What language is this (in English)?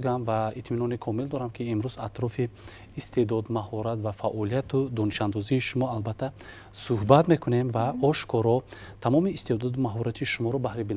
Tajik